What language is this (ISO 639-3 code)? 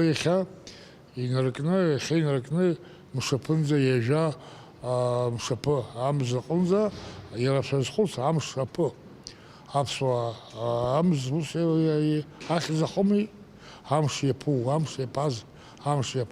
abk